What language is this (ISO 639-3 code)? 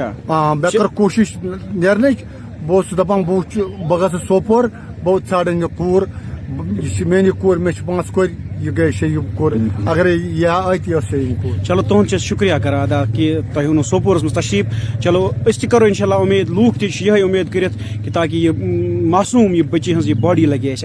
kas